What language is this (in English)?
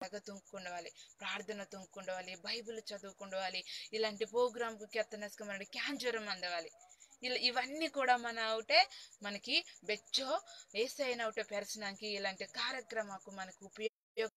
Koya